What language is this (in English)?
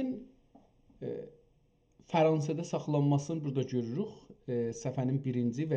South Azerbaijani